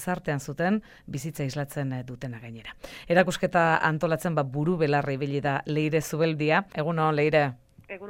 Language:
Basque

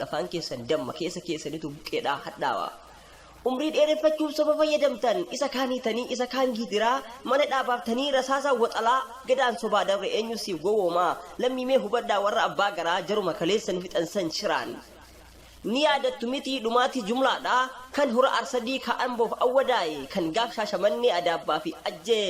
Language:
Oromo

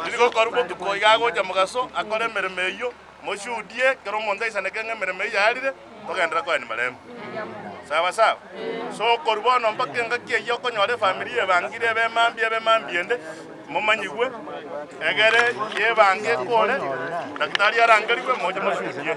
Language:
Gusii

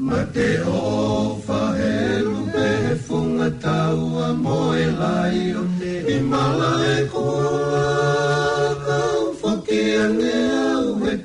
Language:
Tongan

